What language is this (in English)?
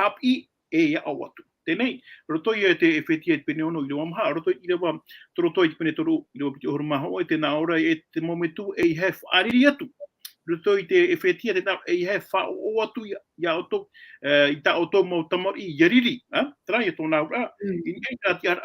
Tahitian